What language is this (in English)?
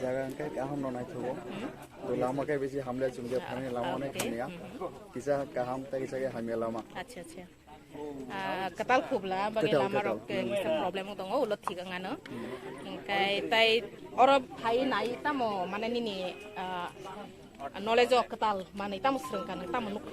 Kok Borok